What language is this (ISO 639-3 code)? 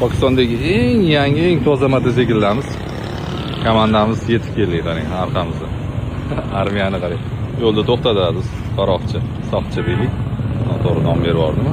uzb